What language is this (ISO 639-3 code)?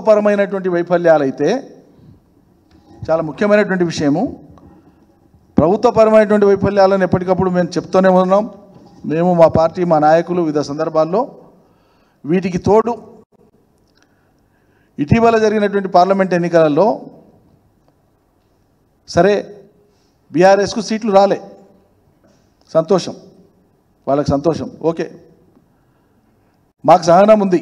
tel